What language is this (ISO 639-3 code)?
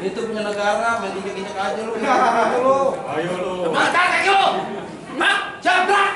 bew